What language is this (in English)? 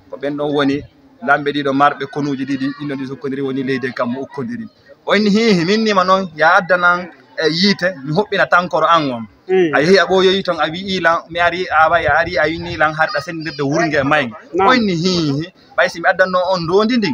Fula